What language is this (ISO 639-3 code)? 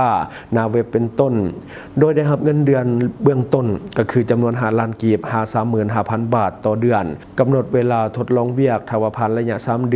lao